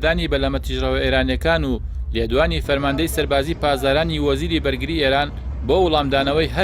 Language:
Central Kurdish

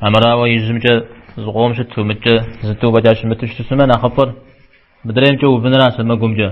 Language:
Kabardian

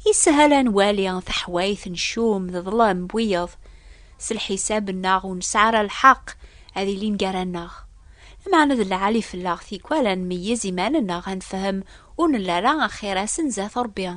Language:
Kabyle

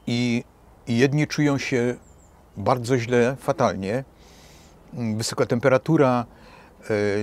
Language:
Polish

